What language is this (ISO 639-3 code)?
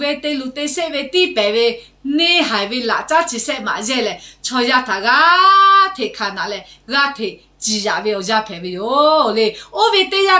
lhu